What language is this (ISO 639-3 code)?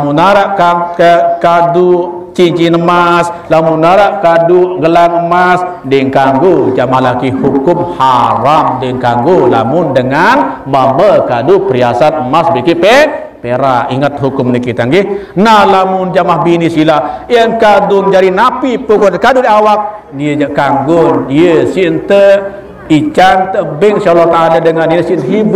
sas